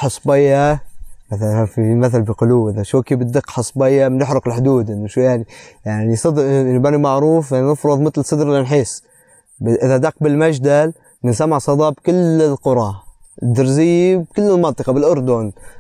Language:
North Levantine Arabic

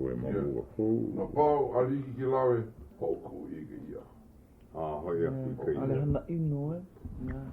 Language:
Hawaiian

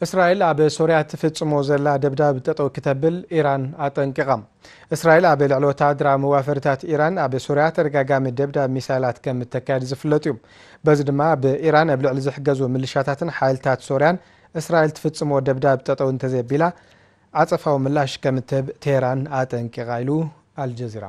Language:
Tigrinya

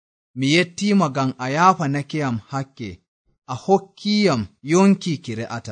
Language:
Nigerian Fulfulde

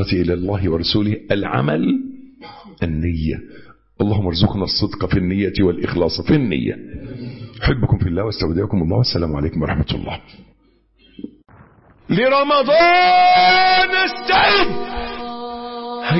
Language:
Arabic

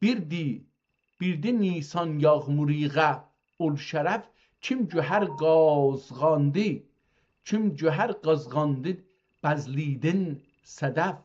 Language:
South Azerbaijani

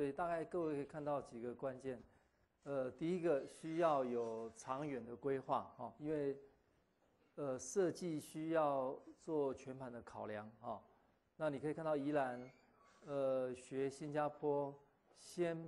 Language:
Chinese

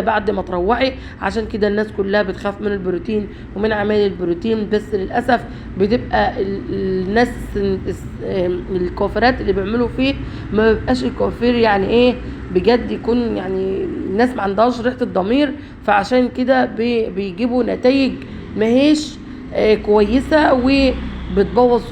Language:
Egyptian Arabic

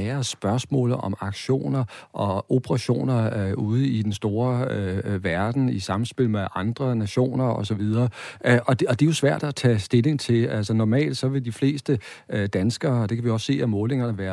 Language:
Danish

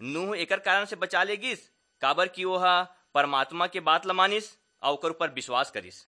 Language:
Chhattisgarhi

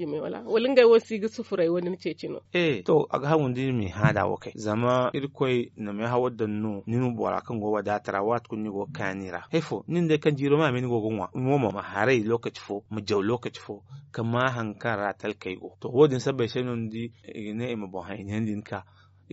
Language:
Zarma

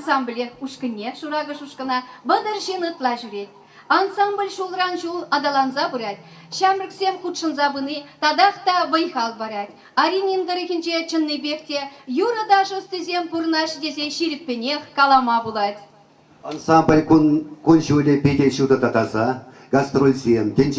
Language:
Chuvash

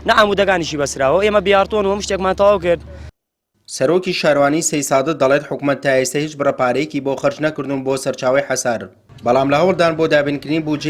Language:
Central Kurdish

